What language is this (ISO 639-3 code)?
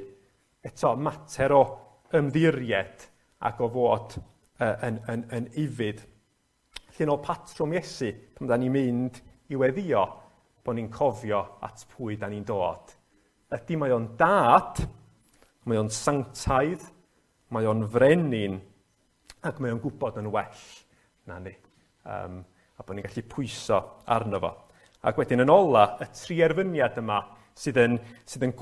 cym